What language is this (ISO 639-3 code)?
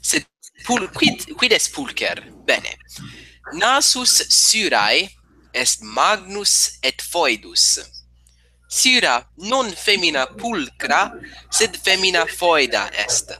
lat